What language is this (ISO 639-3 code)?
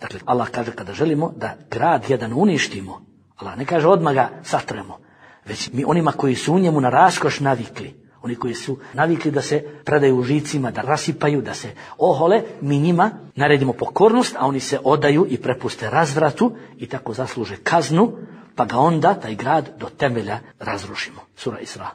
bos